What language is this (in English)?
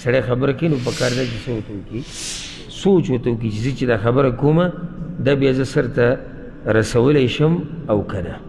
Pashto